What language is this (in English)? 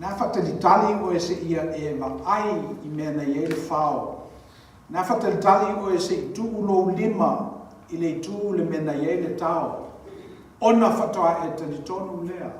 Samoan